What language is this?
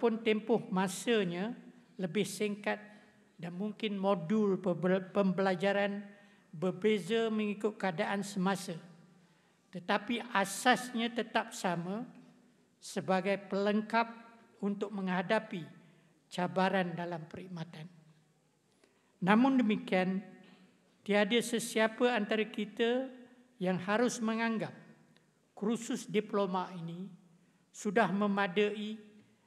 Malay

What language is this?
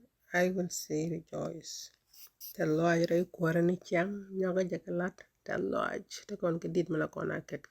Nuer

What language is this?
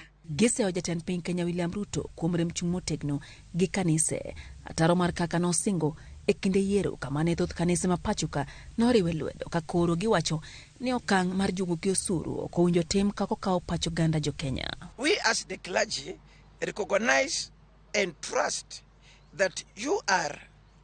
Luo (Kenya and Tanzania)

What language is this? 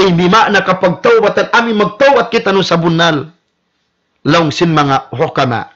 Tausug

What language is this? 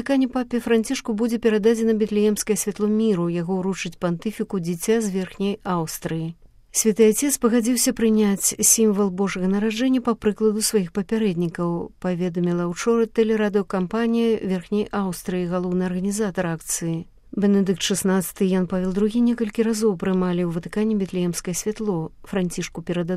Belarusian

